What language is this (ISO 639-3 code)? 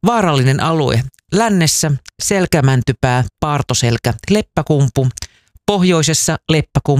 fin